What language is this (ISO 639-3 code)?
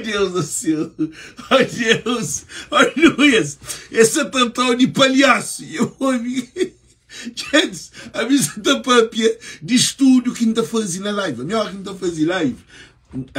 kea